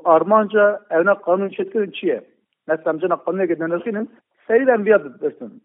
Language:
Kurdish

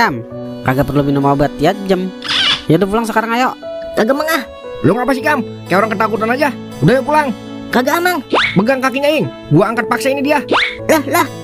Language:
Betawi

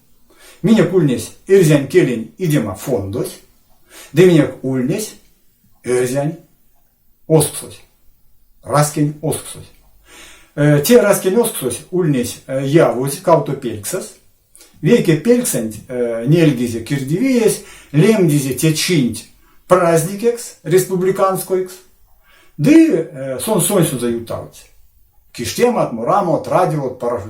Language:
Erzya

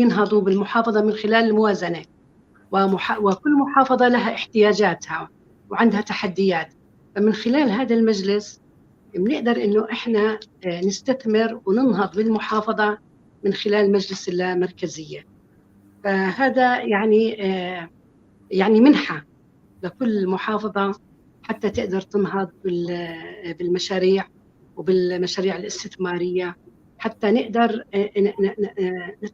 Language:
North Levantine Arabic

